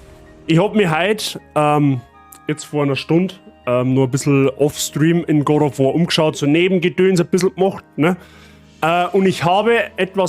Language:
Bavarian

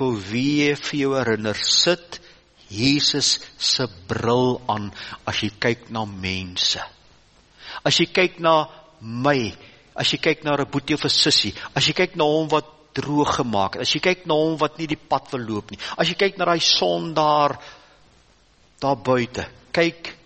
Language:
Afrikaans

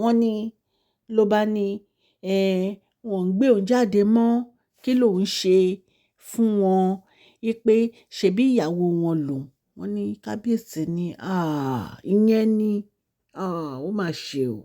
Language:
Yoruba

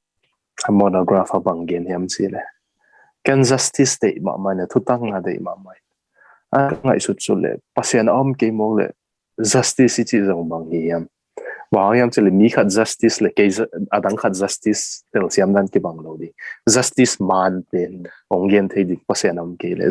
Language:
Tedim Chin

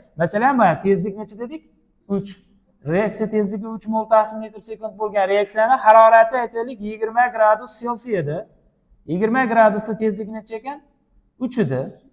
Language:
Uzbek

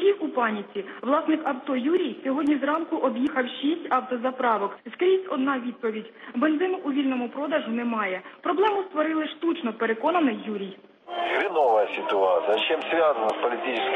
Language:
Ukrainian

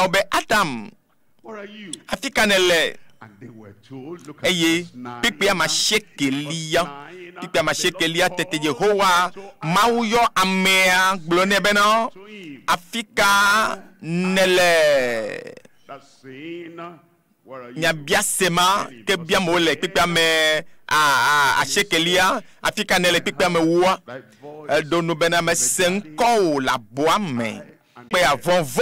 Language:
Ewe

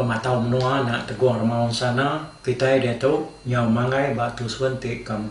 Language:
Iban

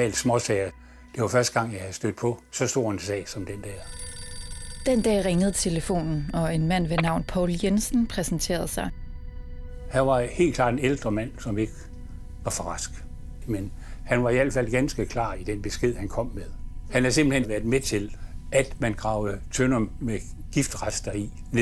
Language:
Danish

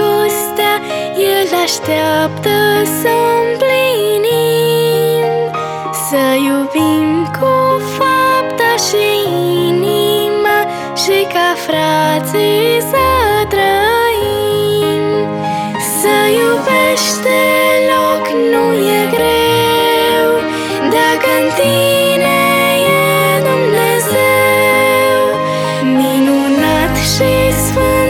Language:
Romanian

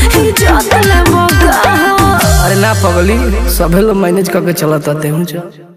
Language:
Bhojpuri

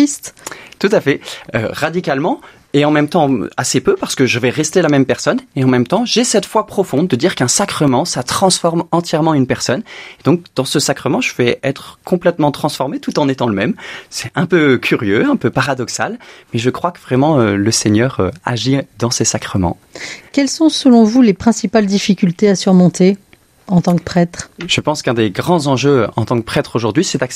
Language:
French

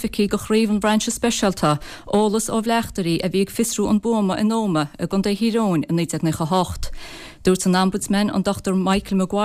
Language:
Irish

